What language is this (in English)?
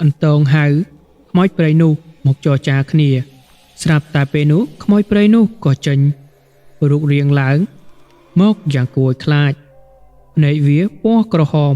Khmer